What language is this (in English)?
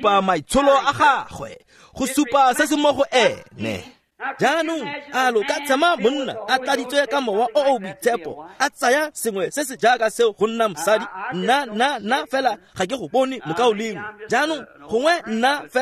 Tswana